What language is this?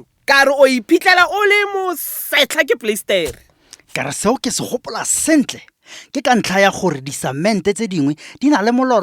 Tswana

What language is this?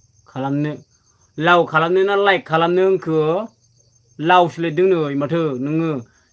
Bodo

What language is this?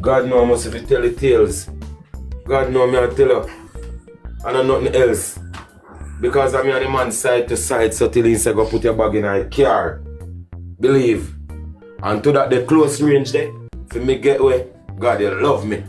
Jamaican Creole English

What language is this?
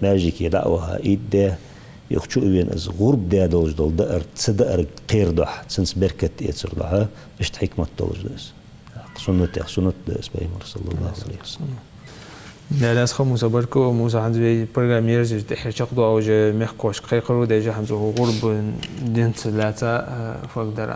Ingush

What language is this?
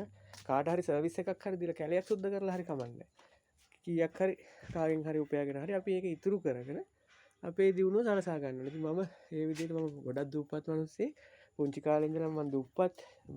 Sinhala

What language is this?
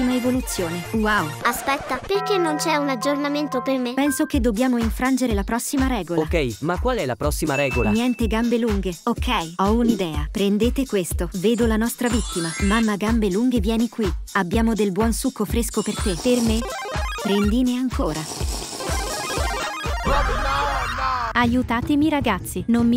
Italian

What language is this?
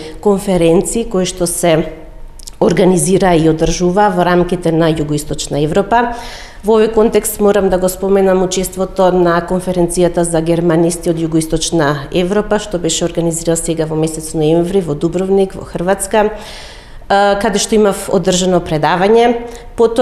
Macedonian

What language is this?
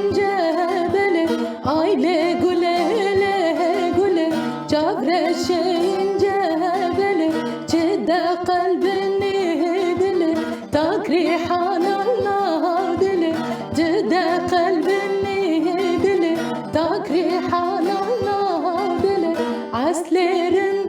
Kurdish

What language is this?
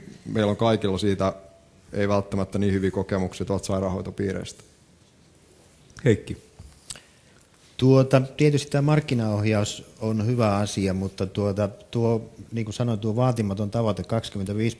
Finnish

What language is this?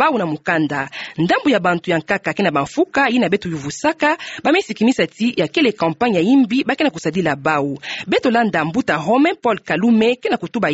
Kituba (Democratic Republic of Congo)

